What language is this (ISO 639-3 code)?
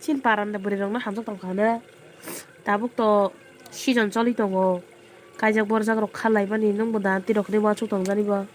trp